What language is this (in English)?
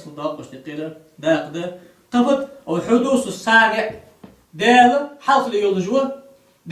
Ingush